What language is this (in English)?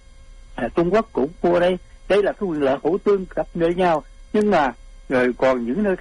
Vietnamese